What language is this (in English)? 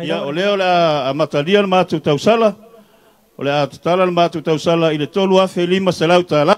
Samoan